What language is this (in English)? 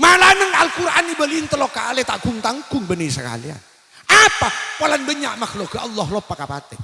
Madurese